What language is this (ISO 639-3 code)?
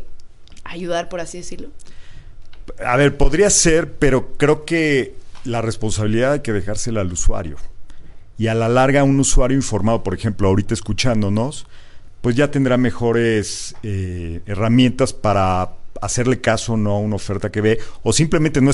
spa